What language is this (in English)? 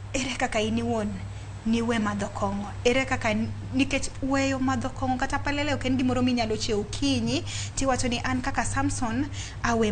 Luo (Kenya and Tanzania)